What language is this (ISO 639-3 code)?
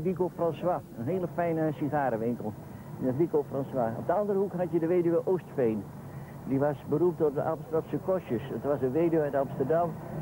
nld